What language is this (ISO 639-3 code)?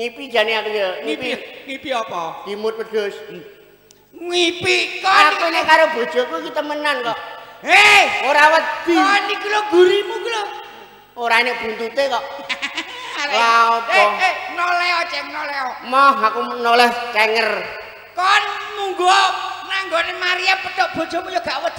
jav